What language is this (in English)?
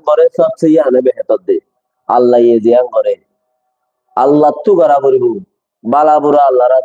Rohingya